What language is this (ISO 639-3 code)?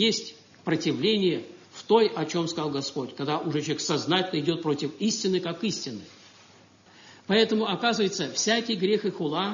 rus